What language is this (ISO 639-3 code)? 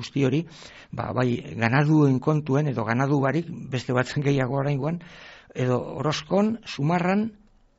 eus